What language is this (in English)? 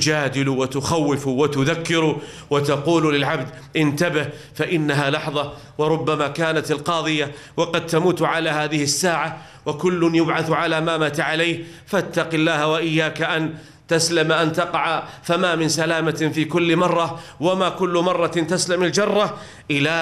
Arabic